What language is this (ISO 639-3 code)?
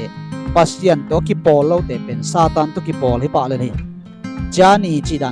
ctd